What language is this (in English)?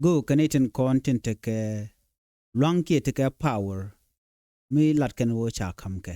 Nuer